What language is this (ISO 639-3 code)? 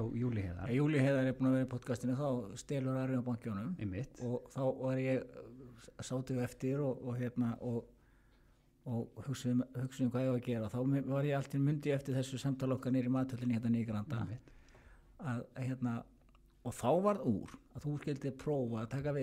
isl